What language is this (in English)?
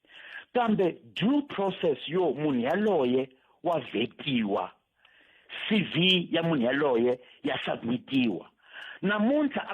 Tsonga